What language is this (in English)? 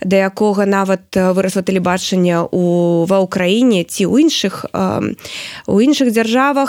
Belarusian